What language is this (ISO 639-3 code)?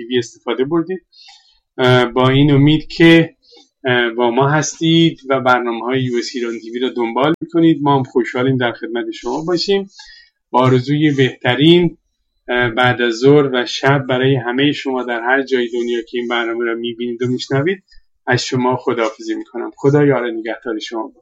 fas